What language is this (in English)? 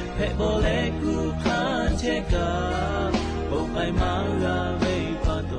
Lahu